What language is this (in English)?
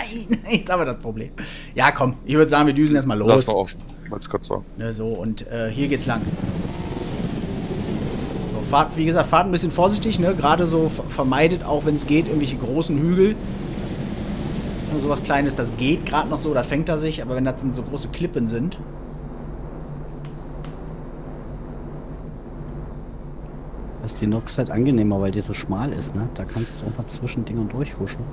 German